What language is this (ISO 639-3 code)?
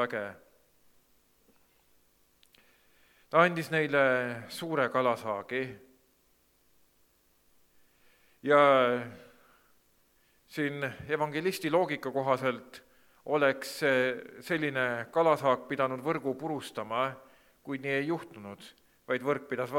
est